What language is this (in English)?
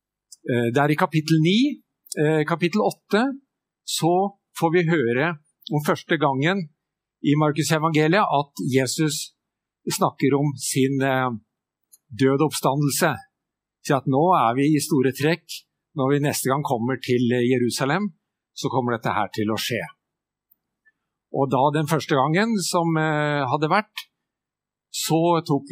Norwegian